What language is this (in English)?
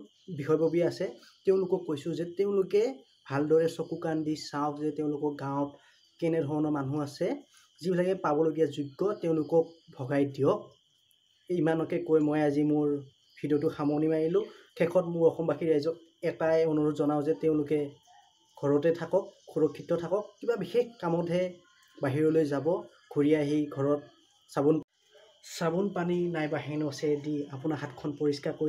Assamese